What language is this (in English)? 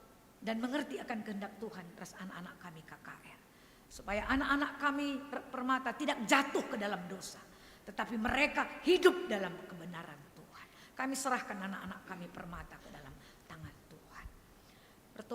Batak Karo